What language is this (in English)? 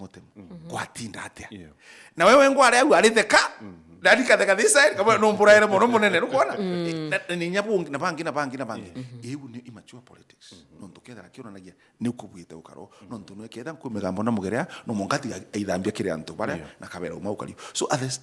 Meru